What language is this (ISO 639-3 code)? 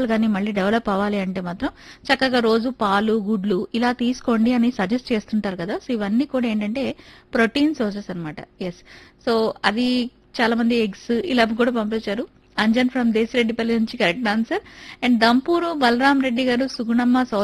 tel